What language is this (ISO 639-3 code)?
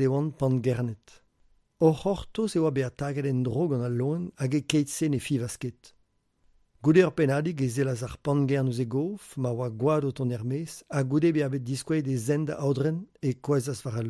bre